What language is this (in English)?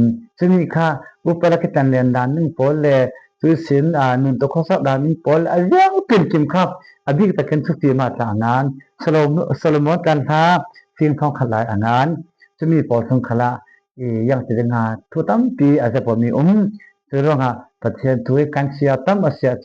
Falam Chin